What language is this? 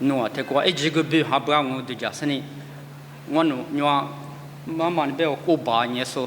Lisu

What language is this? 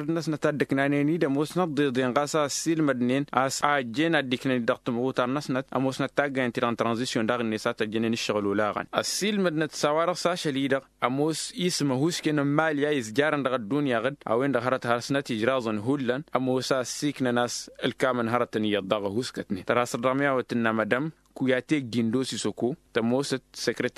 Tamasheq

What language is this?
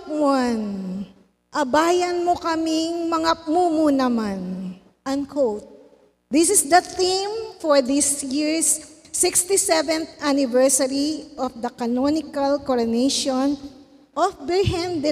Pampanga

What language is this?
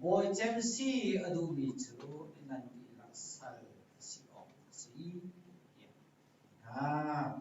Hakha Chin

